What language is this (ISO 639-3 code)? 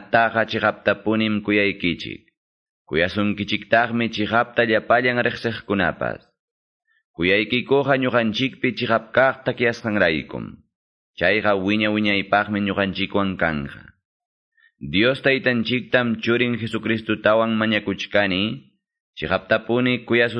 que